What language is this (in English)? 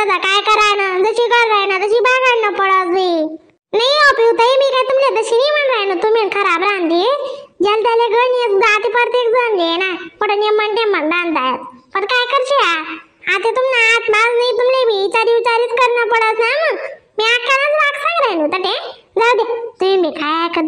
Khandesi